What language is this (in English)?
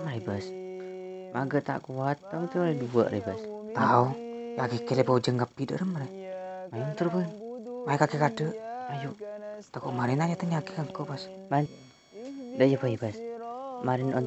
Madurese